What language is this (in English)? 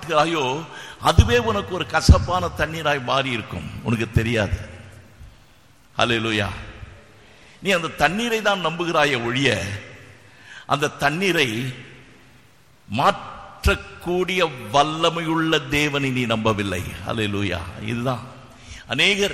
Tamil